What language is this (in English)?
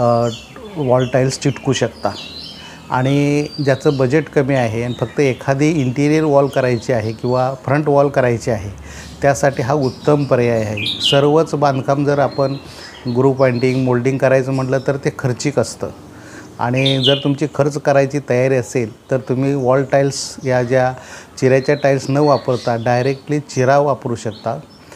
Marathi